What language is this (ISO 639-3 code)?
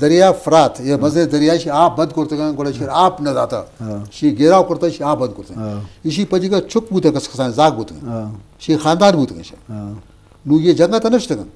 bgp